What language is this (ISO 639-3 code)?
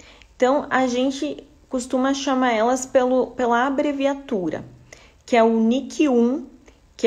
por